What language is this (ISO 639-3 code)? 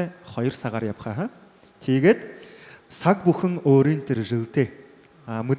bua